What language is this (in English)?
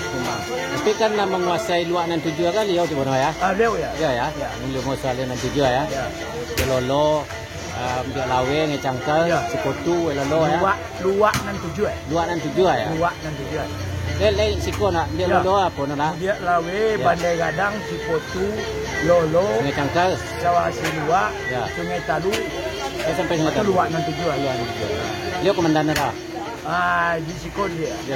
Minangkabau